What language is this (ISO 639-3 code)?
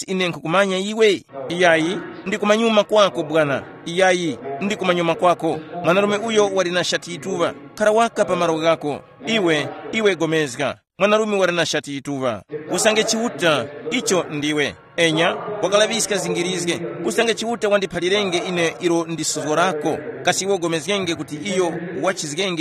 tum